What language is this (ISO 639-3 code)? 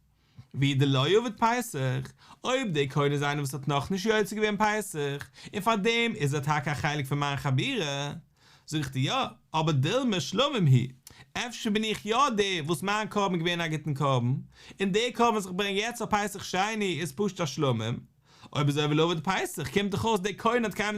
yid